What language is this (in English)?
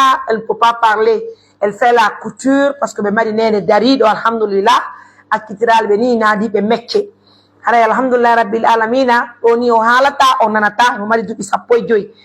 Pular